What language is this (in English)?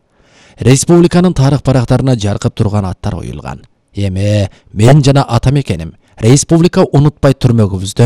Kyrgyz